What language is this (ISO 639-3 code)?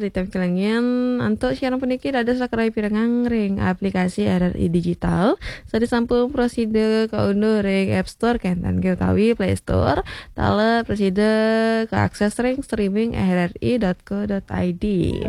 ban